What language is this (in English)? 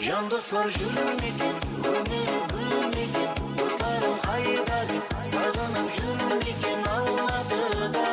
Kara-Kalpak